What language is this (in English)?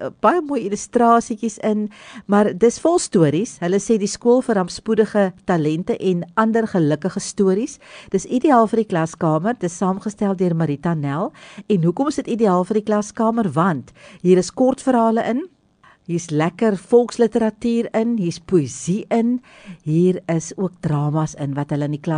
Afrikaans